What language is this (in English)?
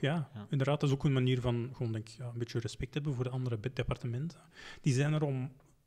Dutch